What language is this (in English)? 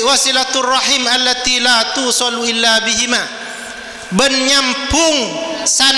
Madurese